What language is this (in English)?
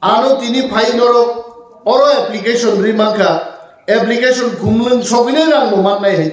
Kok Borok